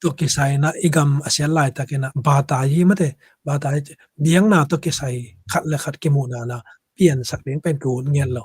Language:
Tedim Chin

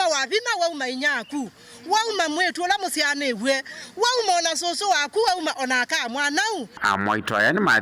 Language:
Kamba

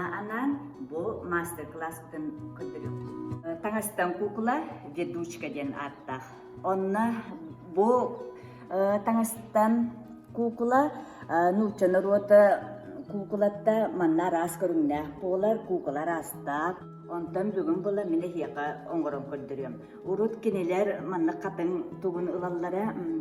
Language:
Yakut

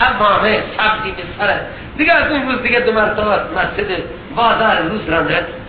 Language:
Persian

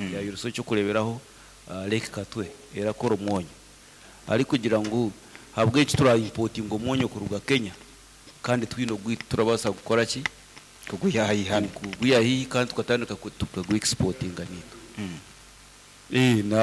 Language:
Nyankole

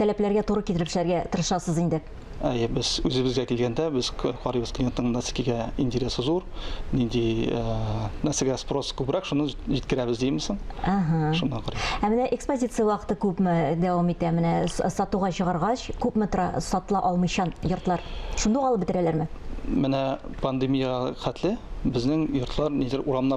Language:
Tatar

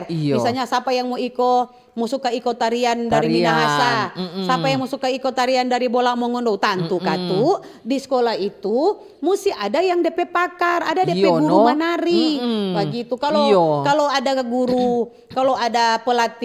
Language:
Manado Malay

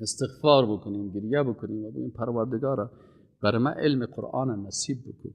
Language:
Persian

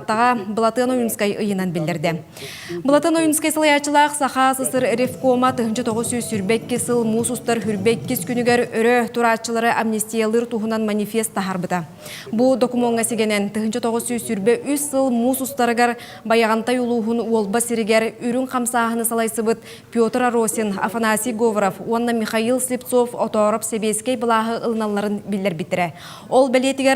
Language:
Yakut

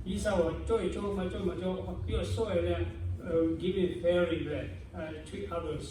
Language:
Lahu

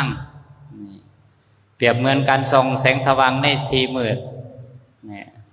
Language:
Lao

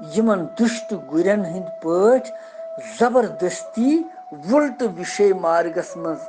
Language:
Kashmiri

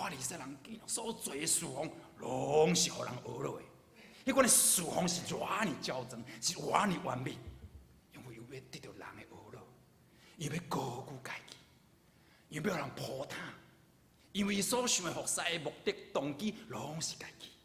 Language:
Min Nan Chinese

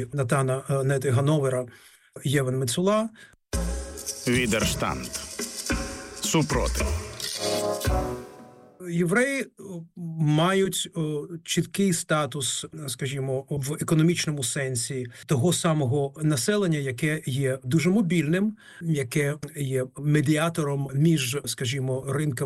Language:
Ukrainian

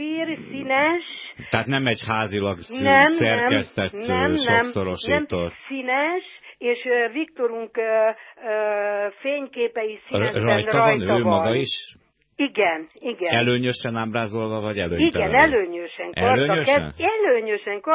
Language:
Hungarian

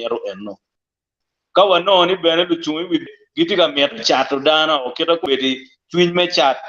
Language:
Acoli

